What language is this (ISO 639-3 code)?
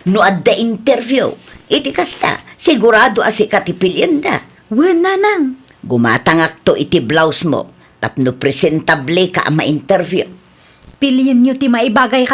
ilo